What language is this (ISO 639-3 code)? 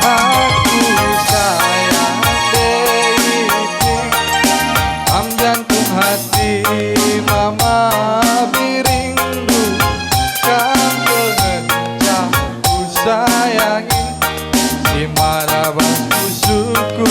btx